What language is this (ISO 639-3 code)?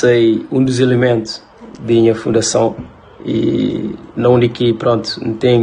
kea